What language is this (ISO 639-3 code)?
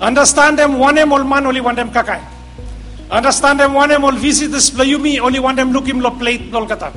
bis